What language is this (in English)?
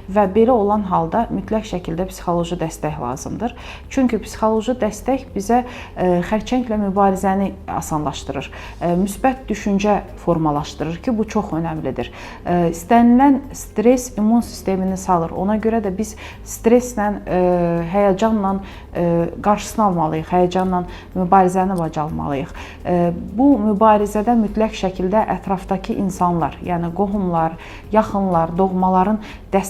Azerbaijani